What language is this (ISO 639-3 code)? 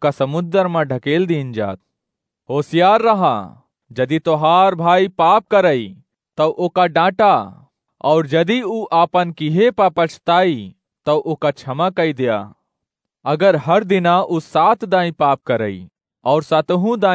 awa